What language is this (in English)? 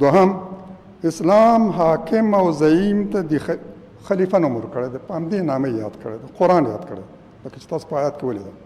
Pashto